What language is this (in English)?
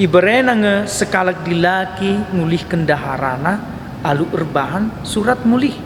Batak Karo